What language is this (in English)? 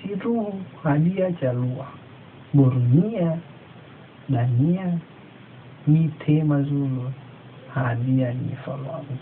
Nias